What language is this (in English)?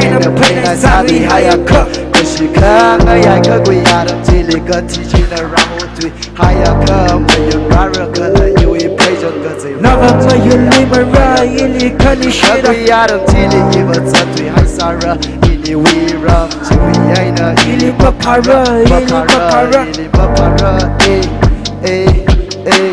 Tangkhul Naga (India)